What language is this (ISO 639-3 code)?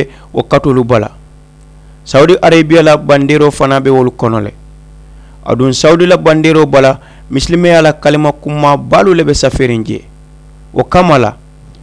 man